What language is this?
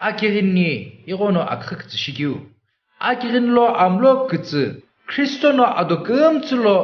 Sumi Naga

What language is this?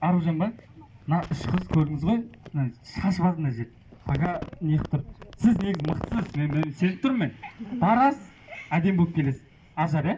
Kazakh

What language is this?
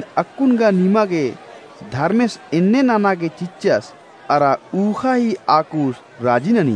Kurukh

